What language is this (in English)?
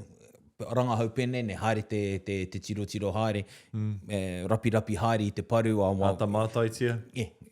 Māori